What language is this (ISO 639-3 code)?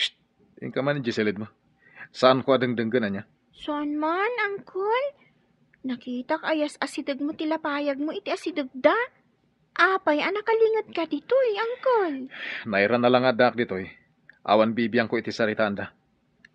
ilo